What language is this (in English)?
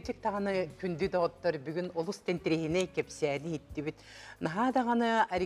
Yakut